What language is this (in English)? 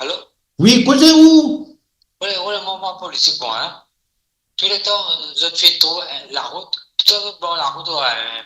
Morisyen